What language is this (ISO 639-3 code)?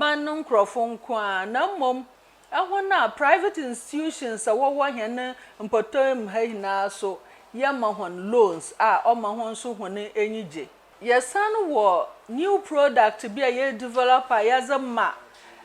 aka